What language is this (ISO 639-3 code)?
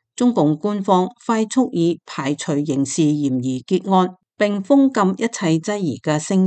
yue